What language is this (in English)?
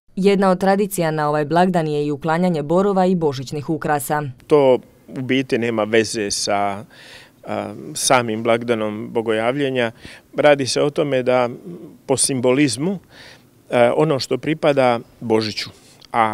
Croatian